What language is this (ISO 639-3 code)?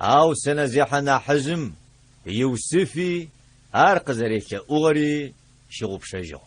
ady